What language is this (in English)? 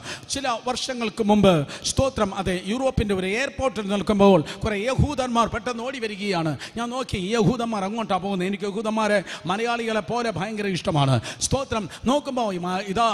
Malayalam